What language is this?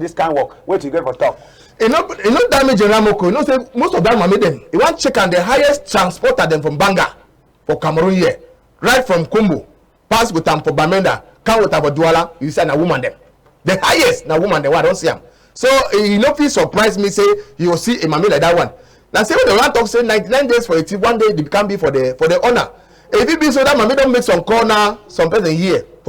Cameroon Pidgin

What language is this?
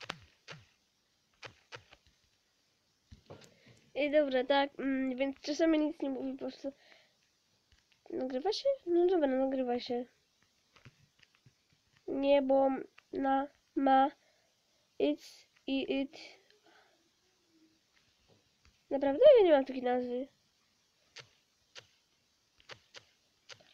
Polish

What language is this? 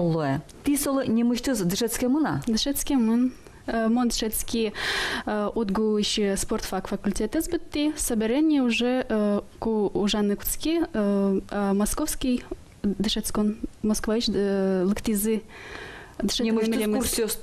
Udmurt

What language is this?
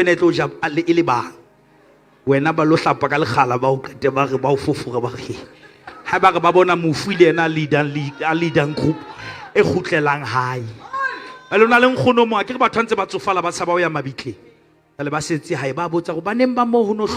Southern Sotho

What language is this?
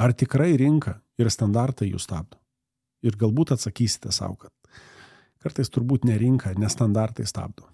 Lithuanian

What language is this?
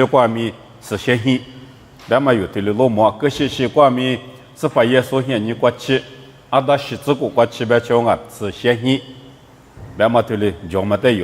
Lisu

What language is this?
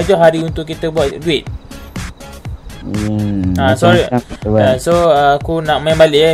Malay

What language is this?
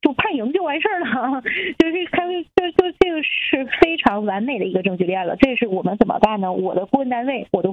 Chinese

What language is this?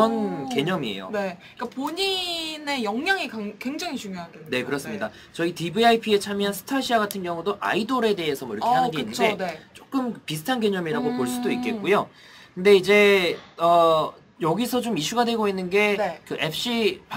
Korean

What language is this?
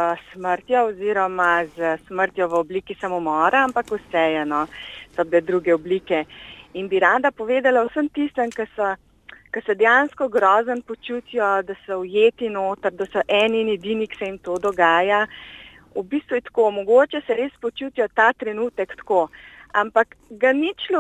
Slovenian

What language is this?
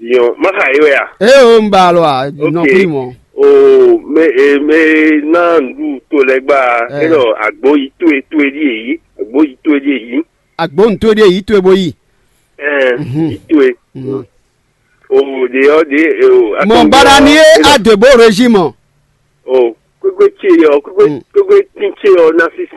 French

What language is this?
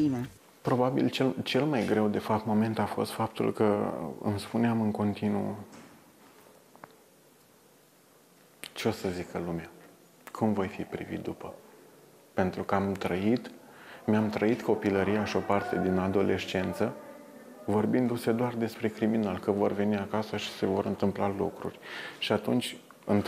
Romanian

